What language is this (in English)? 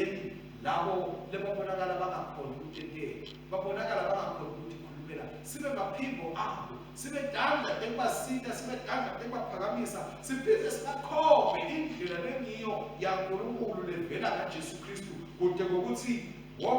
Swati